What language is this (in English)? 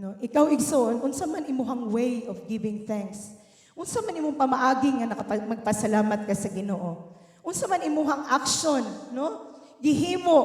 Cebuano